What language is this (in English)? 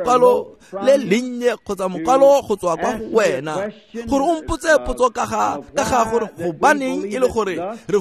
Tswana